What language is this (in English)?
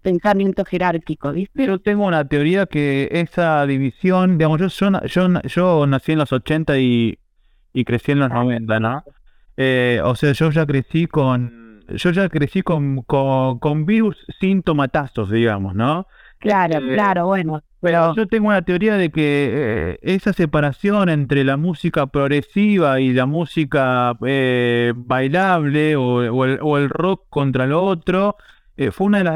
Spanish